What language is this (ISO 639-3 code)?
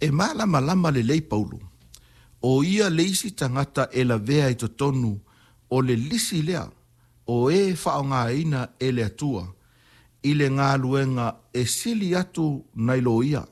smo